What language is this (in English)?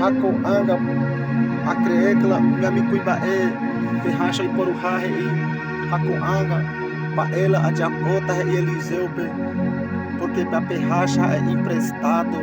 Guarani